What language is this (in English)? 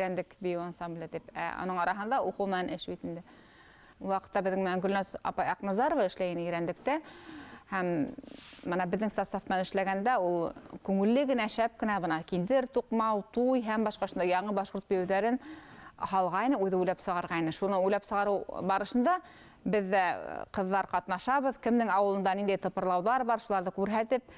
Bashkir